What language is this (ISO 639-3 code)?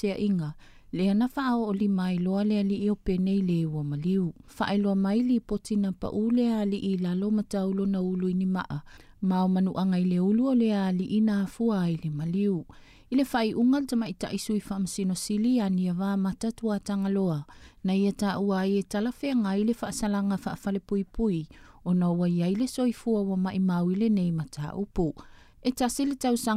smo